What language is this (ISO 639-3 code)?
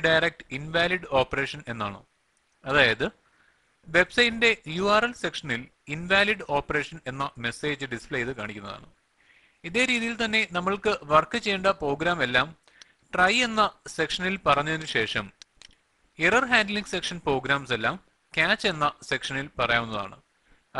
mal